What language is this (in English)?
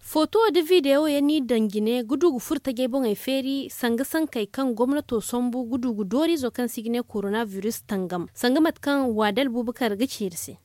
Zarma